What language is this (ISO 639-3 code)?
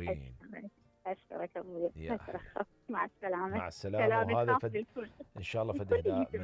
acm